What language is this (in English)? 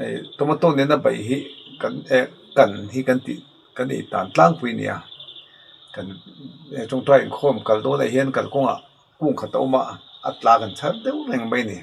Mizo